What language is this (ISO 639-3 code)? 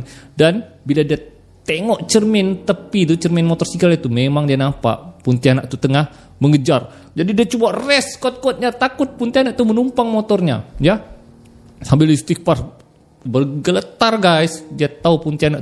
msa